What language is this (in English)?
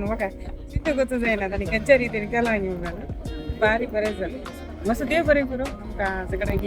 Konkani